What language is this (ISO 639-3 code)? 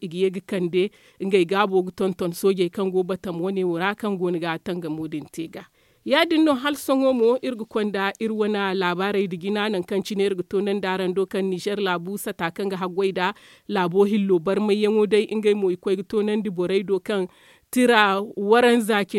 dje